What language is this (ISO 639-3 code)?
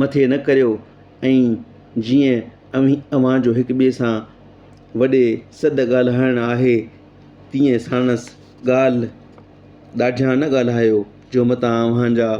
snd